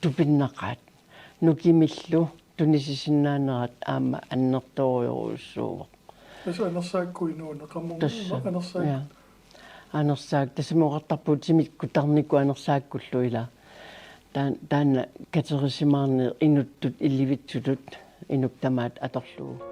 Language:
Kalaallisut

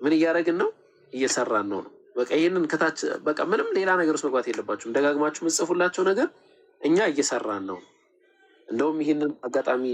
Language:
Amharic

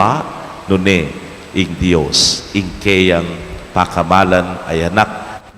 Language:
Pampanga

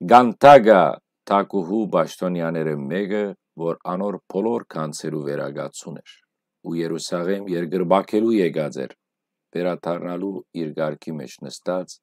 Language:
Western Armenian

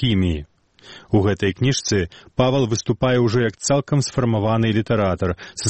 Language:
Belarusian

